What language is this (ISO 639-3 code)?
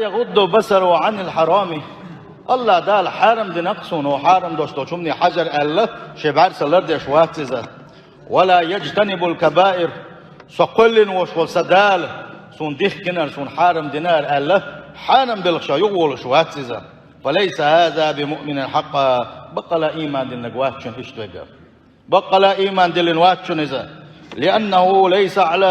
che